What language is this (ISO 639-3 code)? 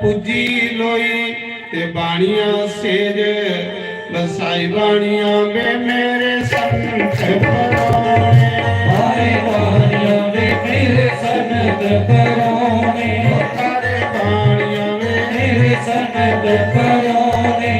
doi